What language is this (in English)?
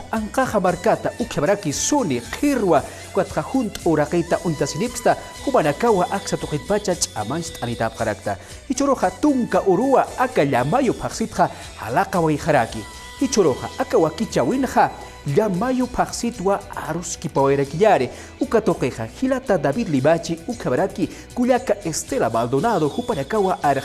Aymara